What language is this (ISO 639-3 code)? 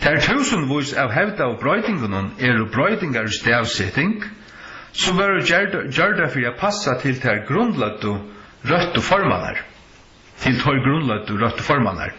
fao